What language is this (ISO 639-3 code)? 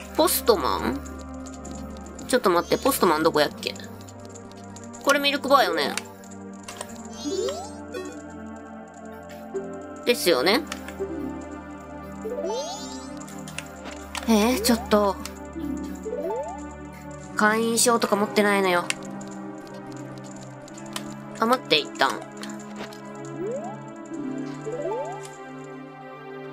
jpn